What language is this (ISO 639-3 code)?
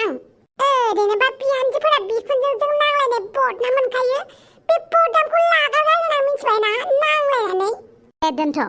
brx